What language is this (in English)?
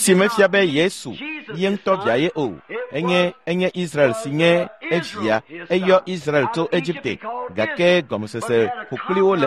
Ewe